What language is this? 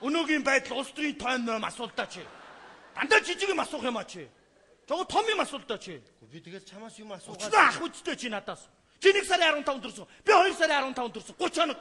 Mongolian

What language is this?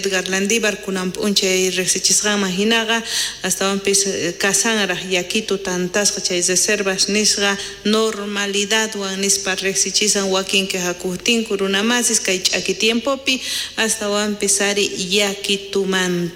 South Bolivian Quechua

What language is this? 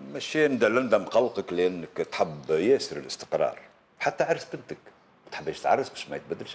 Tunisian Arabic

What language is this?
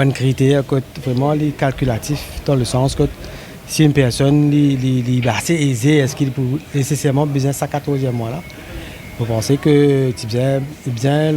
Morisyen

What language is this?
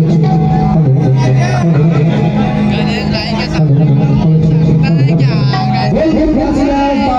Chhattisgarhi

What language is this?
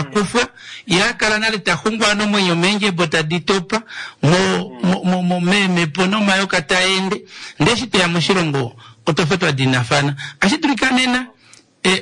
Kuanyama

